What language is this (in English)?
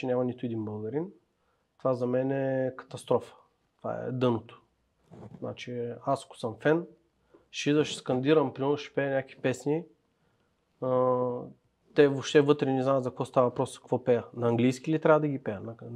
Bulgarian